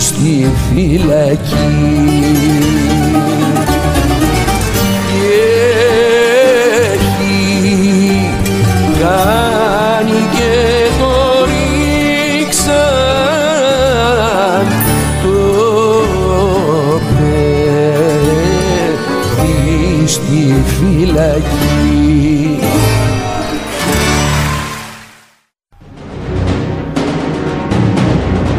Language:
Greek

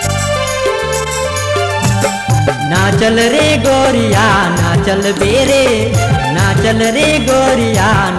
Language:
Sadri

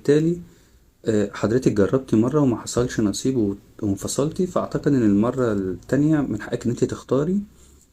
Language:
Egyptian Arabic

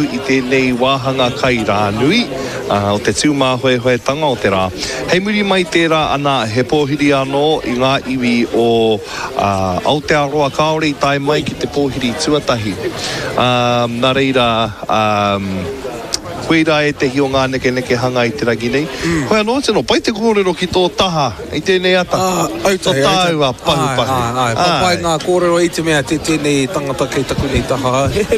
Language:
Māori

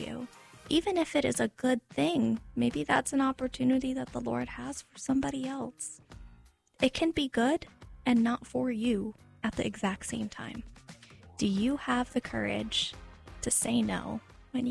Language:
English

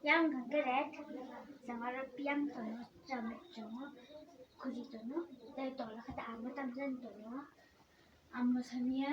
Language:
Kok Borok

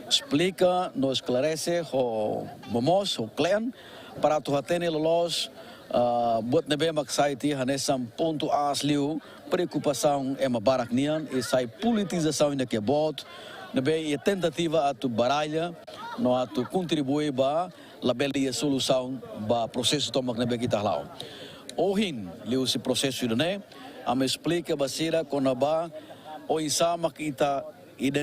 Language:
Tetum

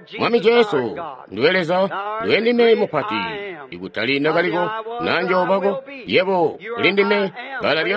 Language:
Tonga (Zambia)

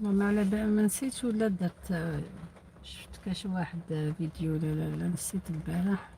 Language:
Algerian Arabic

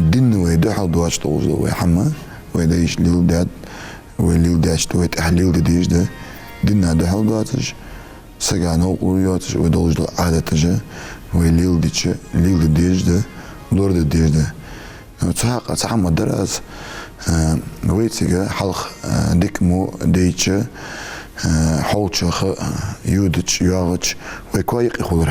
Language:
Ingush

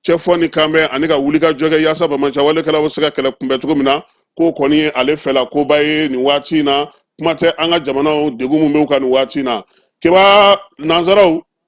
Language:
Bambara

